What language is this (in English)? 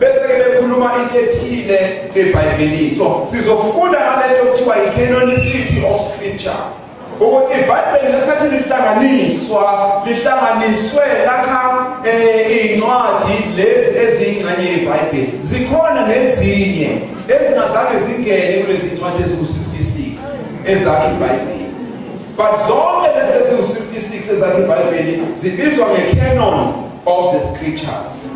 Zulu